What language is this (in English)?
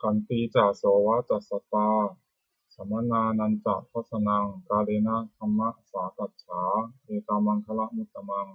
Pali